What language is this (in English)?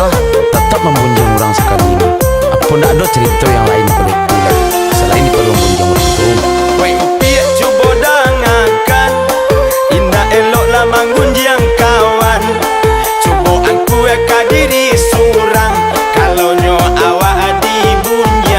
Minangkabau